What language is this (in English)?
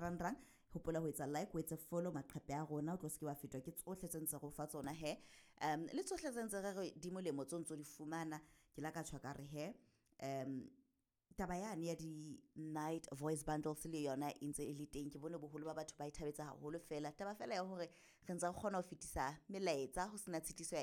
Southern Sotho